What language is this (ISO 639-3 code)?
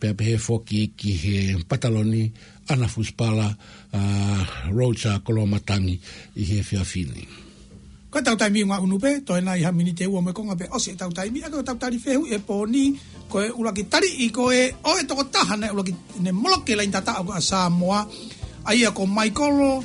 ton